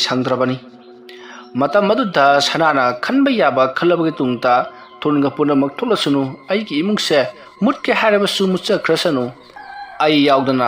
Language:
Manipuri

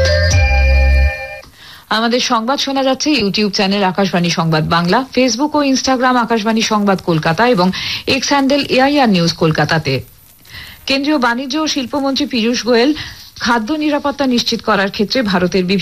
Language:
Bangla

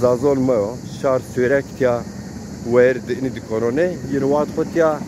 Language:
Zaza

